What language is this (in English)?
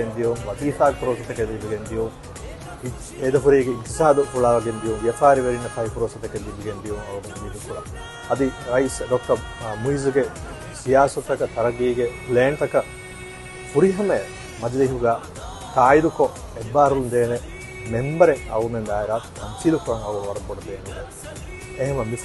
Divehi